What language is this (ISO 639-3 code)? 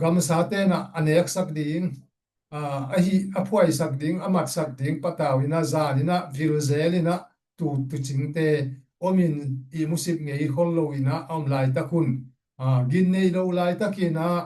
ctd